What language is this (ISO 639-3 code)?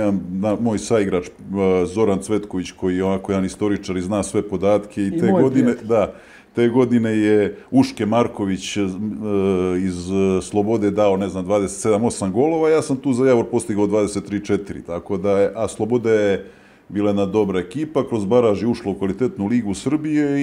srp